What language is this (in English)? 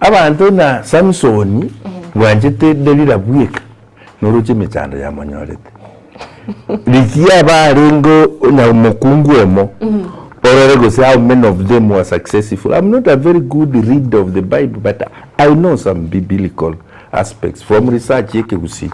Gusii